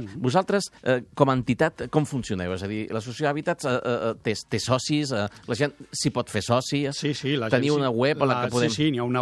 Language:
Catalan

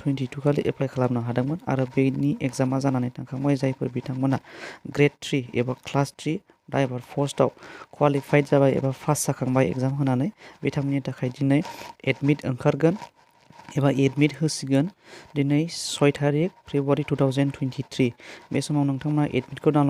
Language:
Bodo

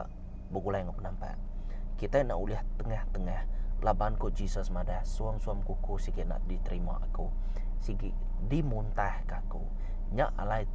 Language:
Iban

